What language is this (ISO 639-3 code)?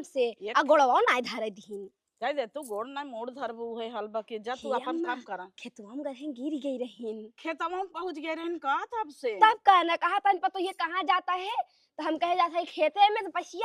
awa